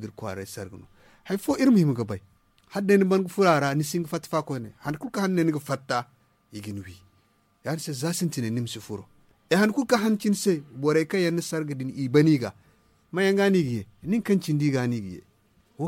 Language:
Zarma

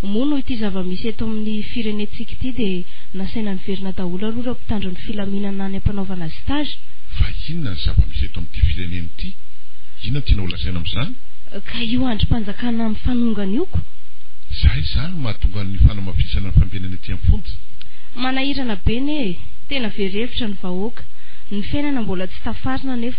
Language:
Malagasy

